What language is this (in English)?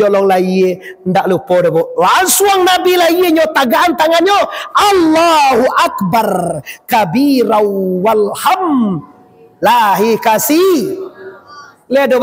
Minangkabau